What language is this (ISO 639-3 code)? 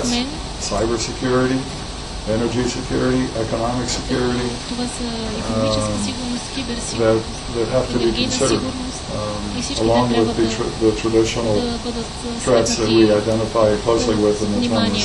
bul